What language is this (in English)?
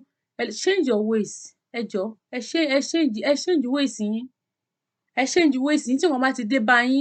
Yoruba